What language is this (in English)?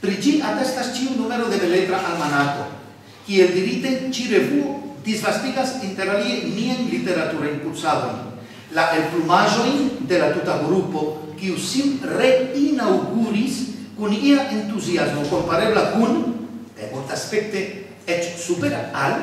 Esperanto